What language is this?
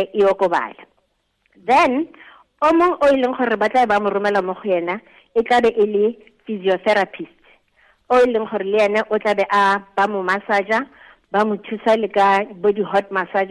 Tswana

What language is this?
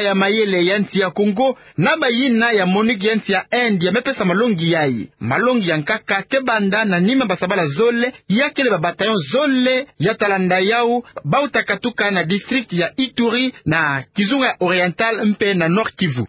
Kituba (Democratic Republic of Congo)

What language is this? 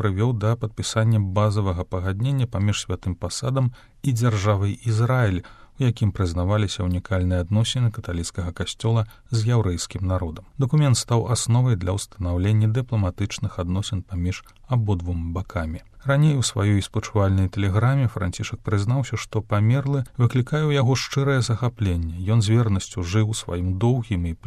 Belarusian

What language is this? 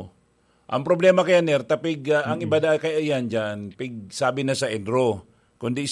Bikol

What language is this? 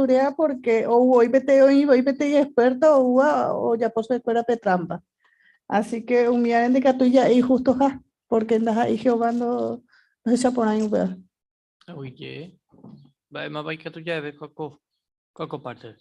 Guarani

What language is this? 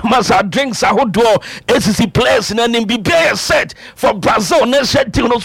Akan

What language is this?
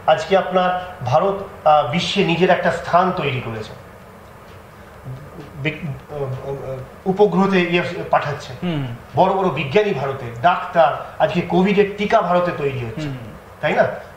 Bangla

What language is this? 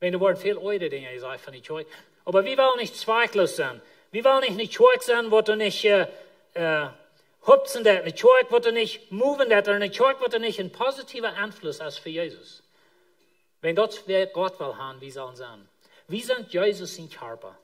Plautdietsch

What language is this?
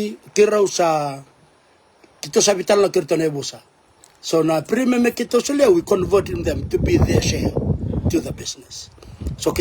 Fijian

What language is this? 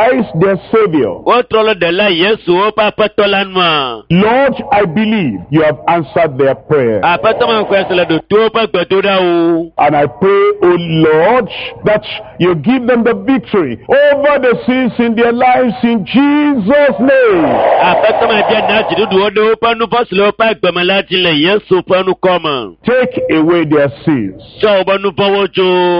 Ewe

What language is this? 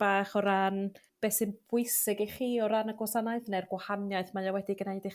Welsh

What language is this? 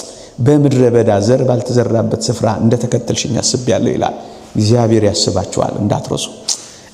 Amharic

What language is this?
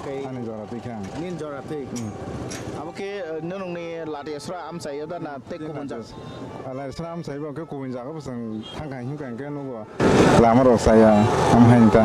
Kok Borok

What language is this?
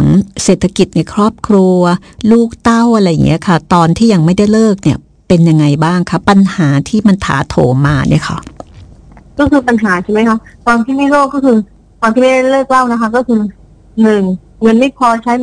Thai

